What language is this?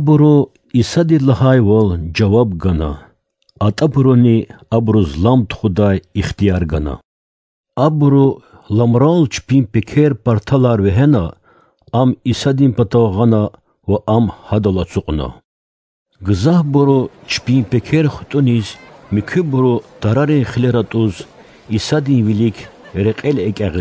Lezghian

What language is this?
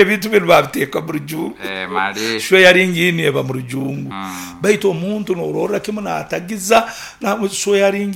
Nyoro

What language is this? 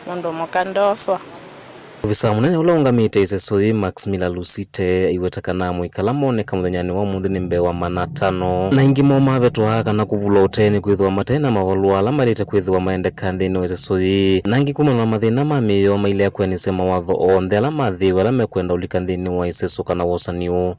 Kamba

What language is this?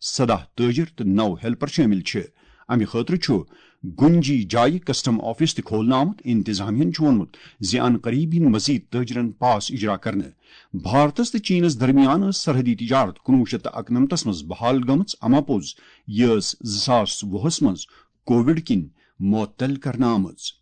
Kashmiri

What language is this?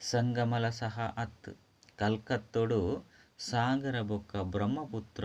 Tulu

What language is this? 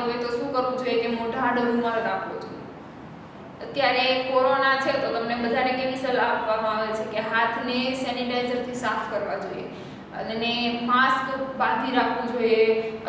Gujarati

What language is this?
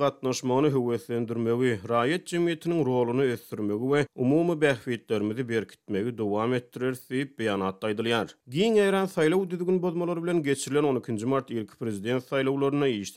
Turkmen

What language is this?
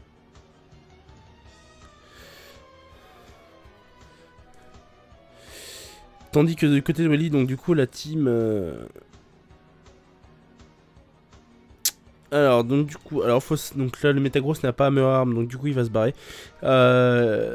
French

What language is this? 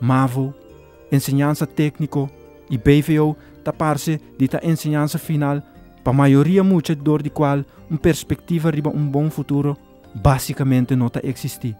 Papiamento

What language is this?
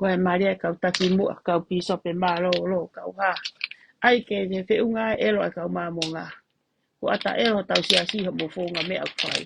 Tongan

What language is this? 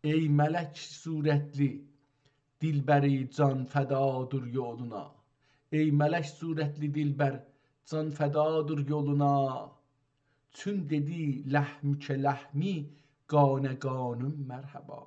South Azerbaijani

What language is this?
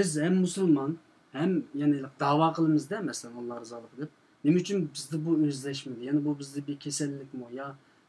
Uyghur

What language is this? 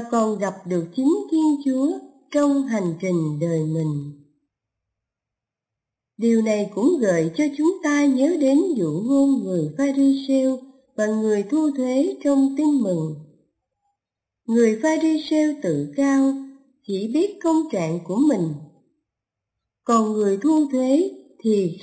Vietnamese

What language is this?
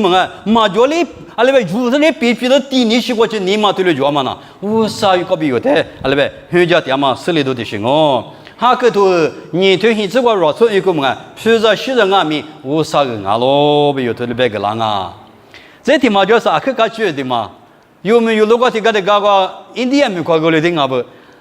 Lisu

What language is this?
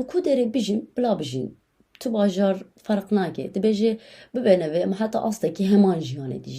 Kurdish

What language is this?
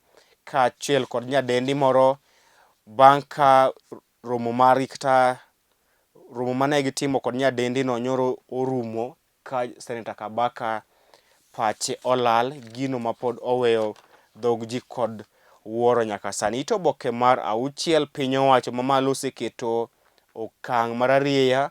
Luo (Kenya and Tanzania)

